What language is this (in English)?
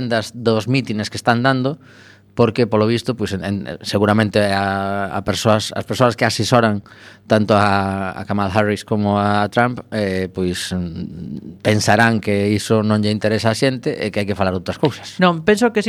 Galician